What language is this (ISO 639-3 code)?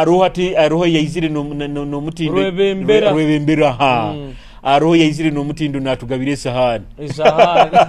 nyo